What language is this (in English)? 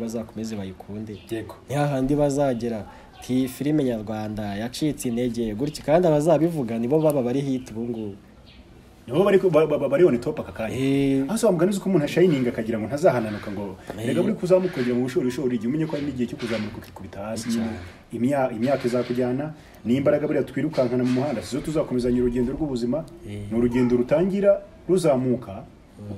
Kinyarwanda